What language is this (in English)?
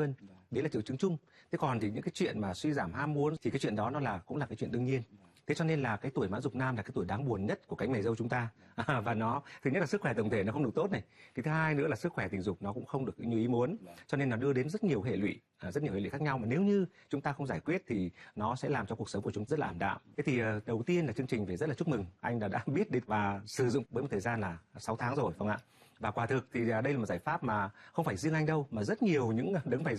Vietnamese